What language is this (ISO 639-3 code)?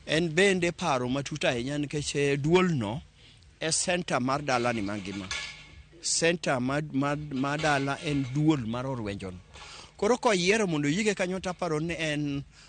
luo